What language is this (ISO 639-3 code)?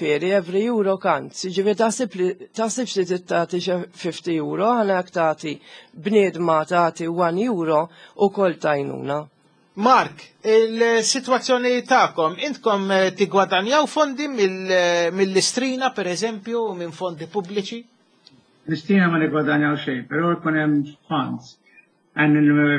mlt